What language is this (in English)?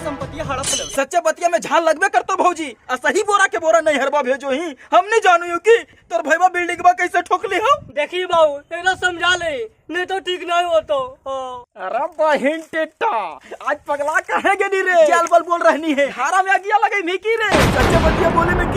Magahi